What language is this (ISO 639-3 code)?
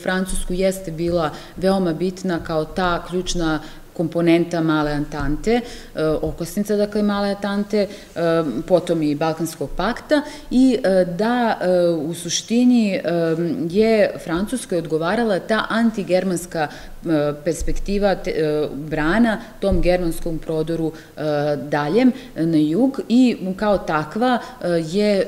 srp